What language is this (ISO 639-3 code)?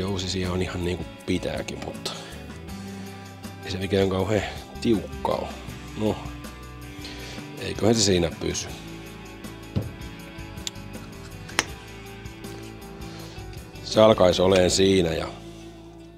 fin